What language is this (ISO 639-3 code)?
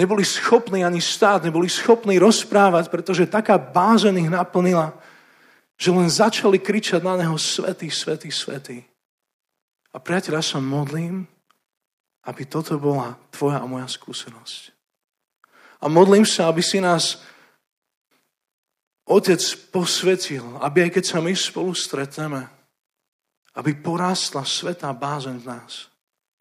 slk